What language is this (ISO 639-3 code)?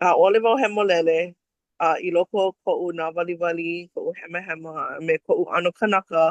haw